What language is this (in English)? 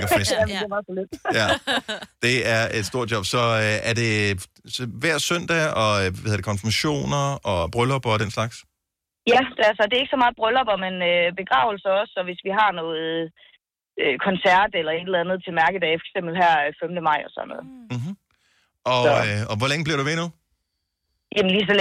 Danish